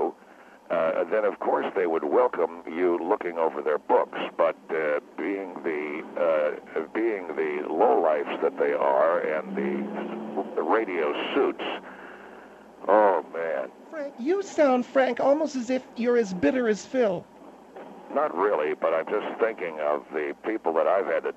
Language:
English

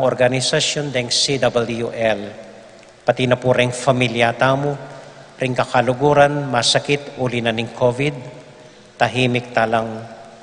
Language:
Pampanga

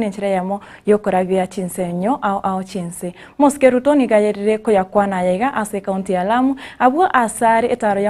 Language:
Gusii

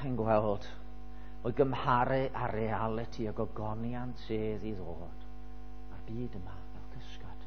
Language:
Welsh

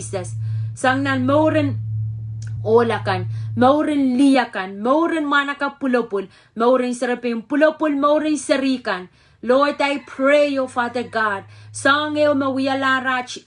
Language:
Pohnpeian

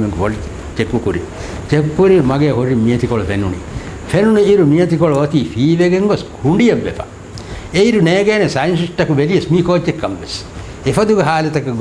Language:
Divehi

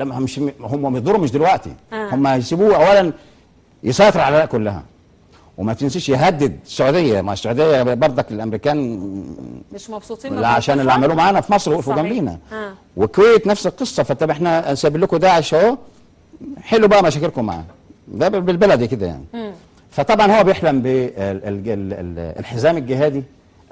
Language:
Egyptian Arabic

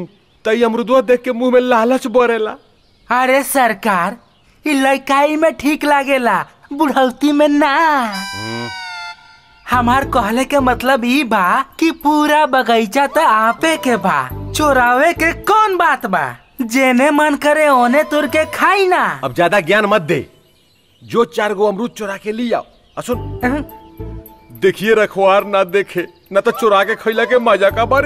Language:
Bhojpuri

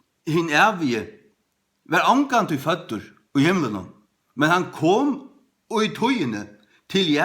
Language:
Faroese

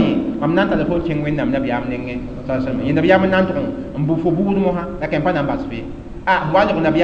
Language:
Mossi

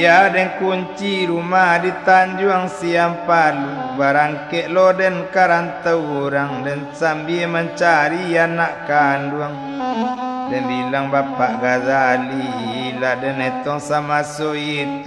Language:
Minangkabau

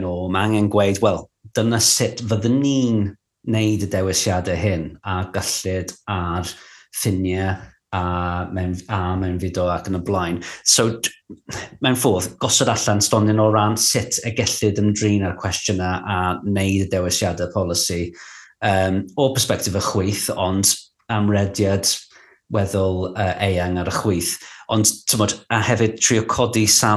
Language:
Welsh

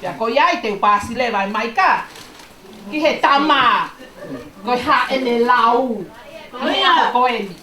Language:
Tongan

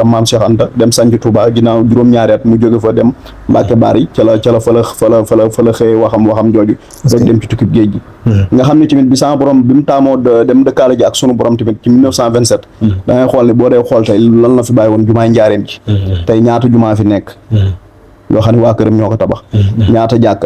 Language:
Wolof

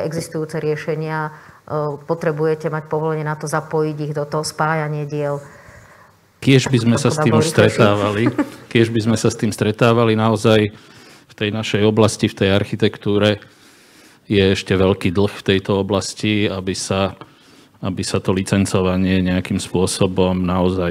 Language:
Slovak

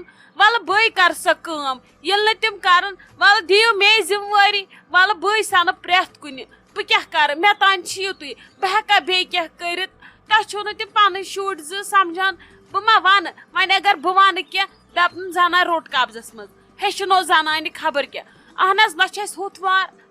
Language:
Kashmiri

